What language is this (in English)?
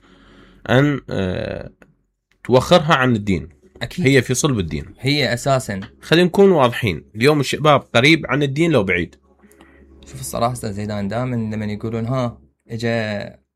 Mesopotamian Arabic